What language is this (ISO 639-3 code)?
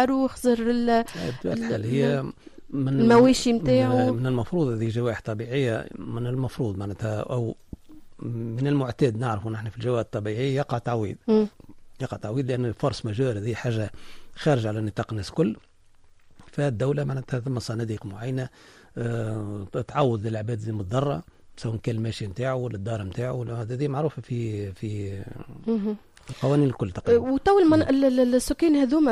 aeb